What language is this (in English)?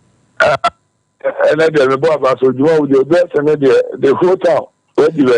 Akan